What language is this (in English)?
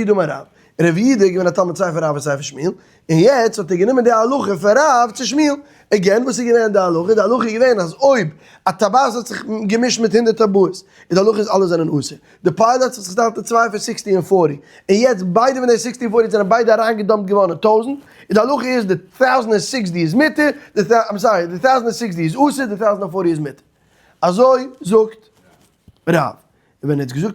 Yiddish